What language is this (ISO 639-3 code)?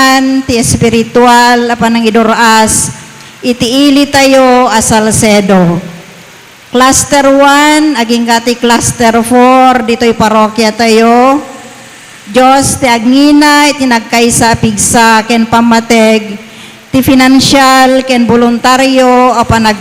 ilo